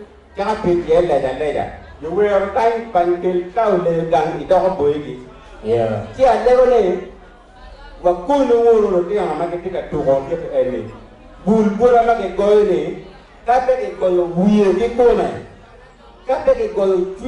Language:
Acoli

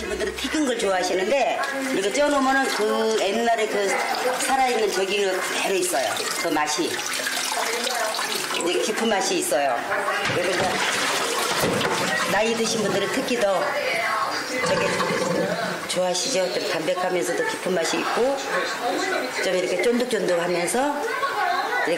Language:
Korean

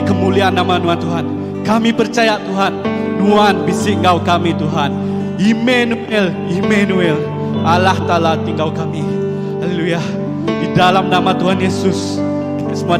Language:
Iban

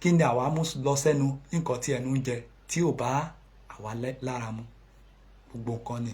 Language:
Yoruba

